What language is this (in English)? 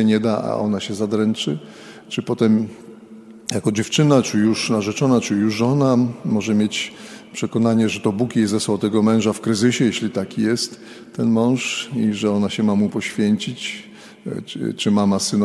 Polish